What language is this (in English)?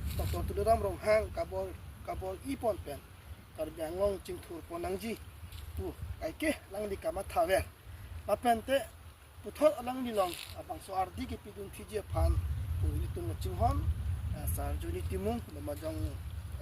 Karbi